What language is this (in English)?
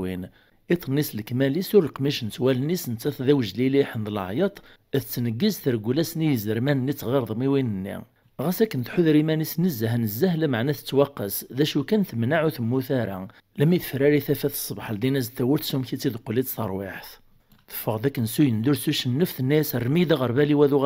Kabyle